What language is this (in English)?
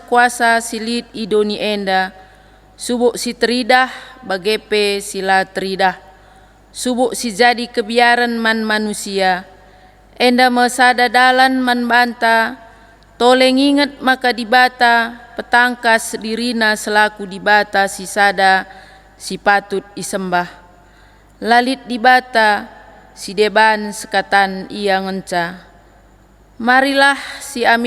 Batak Karo